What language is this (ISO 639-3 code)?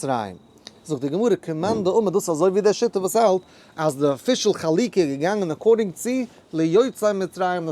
yid